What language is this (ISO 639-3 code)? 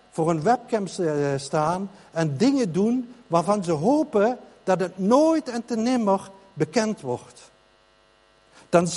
nld